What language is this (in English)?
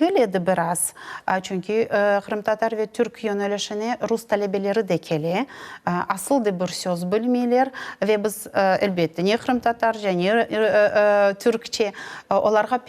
Crimean Tatar